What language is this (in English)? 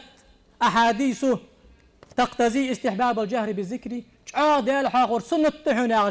Ingush